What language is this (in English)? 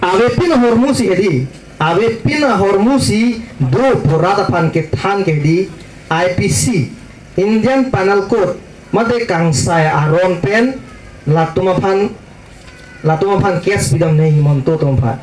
Karbi